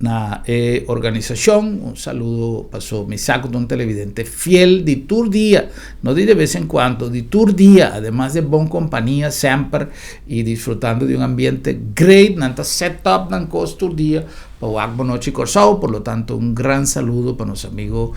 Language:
Papiamento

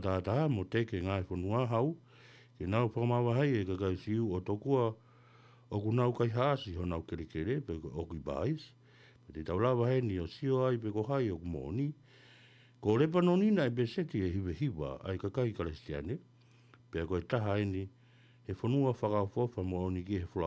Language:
Tongan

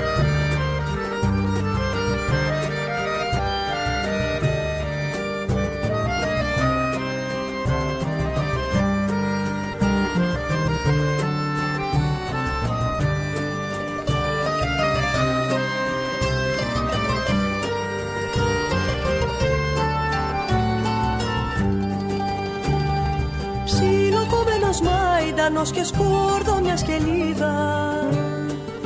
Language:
Greek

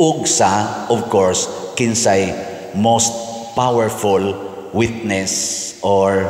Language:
Cebuano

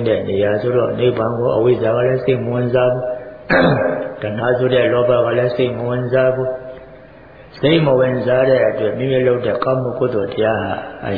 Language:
Burmese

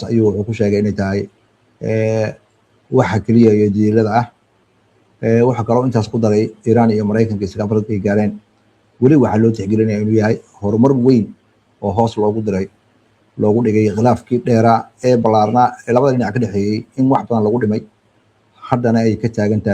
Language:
Somali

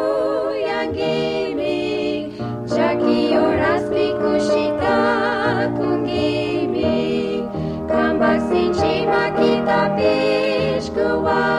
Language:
Chimborazo Highland Quichua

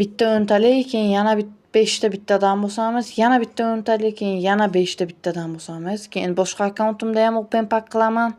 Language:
Uzbek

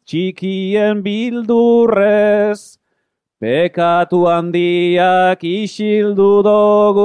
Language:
Basque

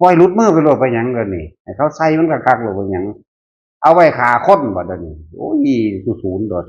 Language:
Northeastern Thai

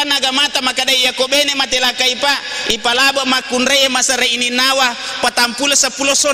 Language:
Buginese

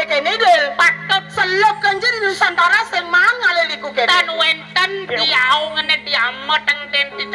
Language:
Balinese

